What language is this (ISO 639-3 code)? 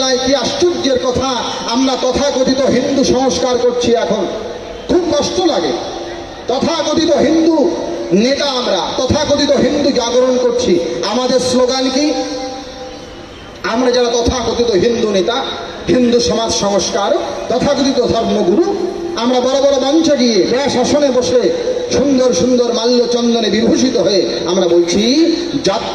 ben